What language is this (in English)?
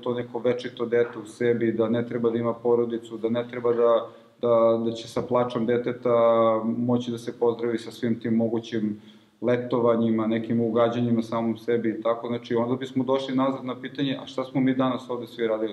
Serbian